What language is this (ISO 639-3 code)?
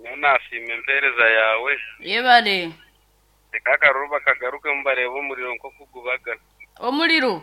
nyn